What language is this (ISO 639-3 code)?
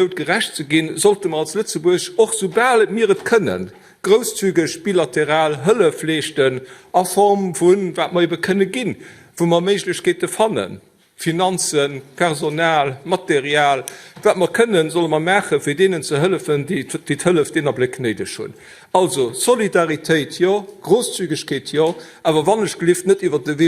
ltz